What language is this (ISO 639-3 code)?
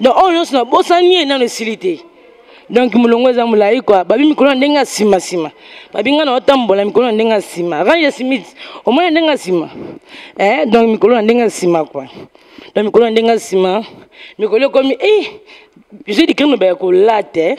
lin